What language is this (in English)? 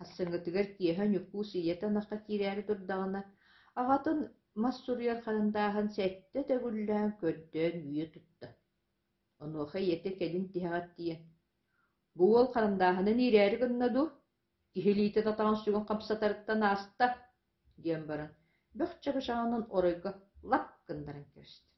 Yakut